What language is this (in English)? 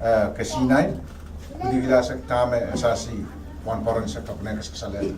Pohnpeian